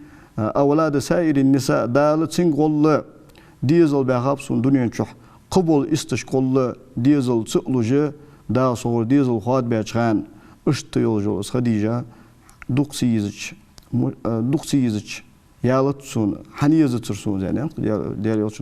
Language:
Ingush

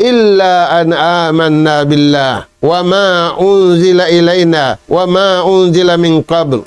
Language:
Tausug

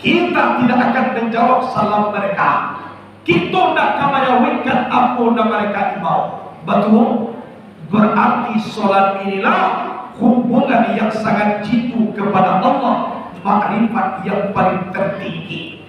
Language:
Minangkabau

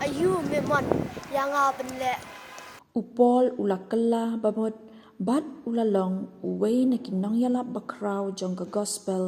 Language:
Khasi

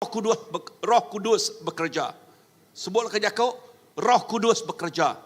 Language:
Iban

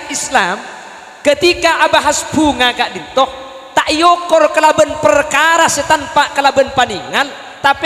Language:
Madurese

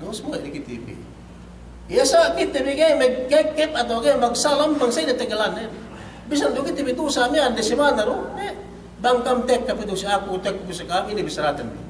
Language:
Yakan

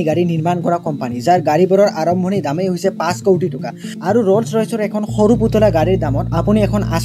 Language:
Assamese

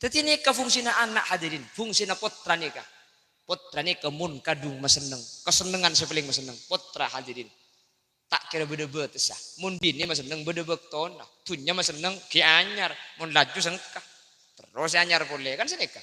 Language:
Madurese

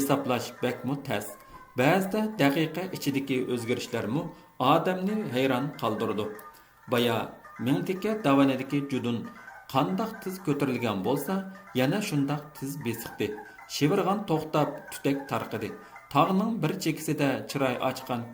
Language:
Uyghur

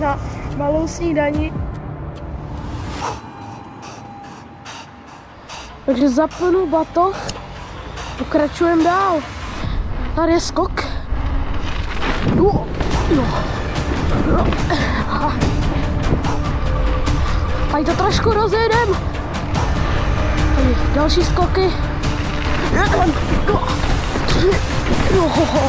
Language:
Czech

